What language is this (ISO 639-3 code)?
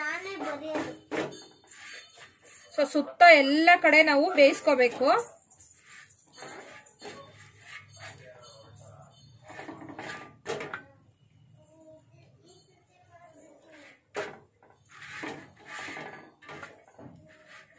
kan